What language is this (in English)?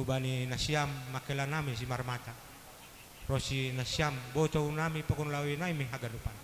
Batak Simalungun